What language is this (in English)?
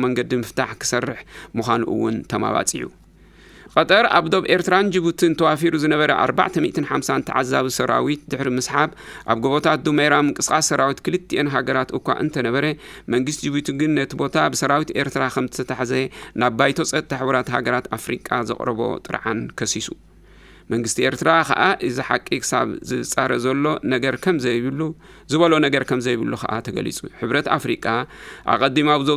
Tigrinya